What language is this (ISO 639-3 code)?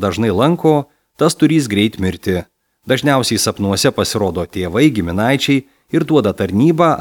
lit